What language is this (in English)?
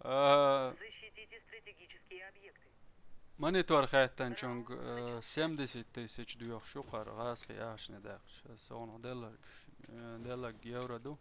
Chechen